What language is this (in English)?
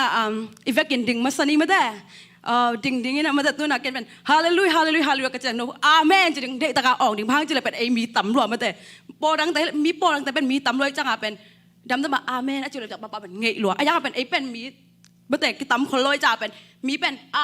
Tedim Chin